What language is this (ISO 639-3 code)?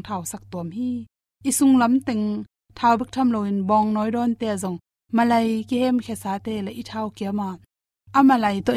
ctd